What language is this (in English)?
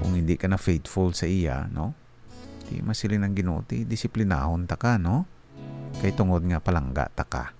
Hiligaynon